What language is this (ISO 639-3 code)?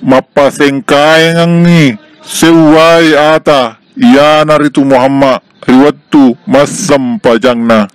bug